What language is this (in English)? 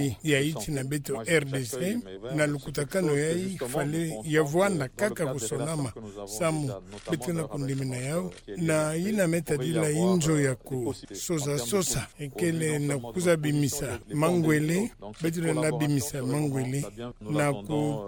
Kituba (Democratic Republic of Congo)